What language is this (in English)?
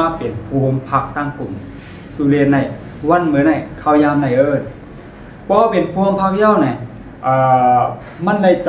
Shan